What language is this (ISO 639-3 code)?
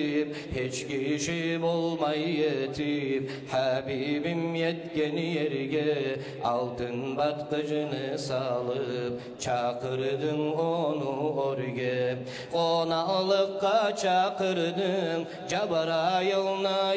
kum